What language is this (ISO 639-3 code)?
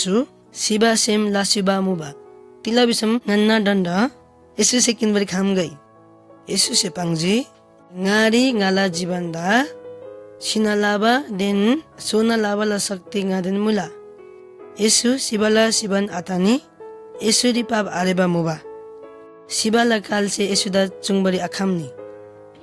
taj